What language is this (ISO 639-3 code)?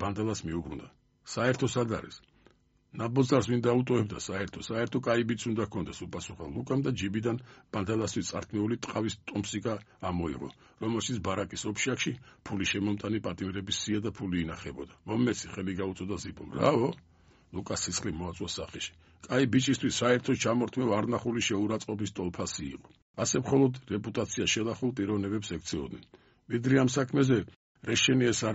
kat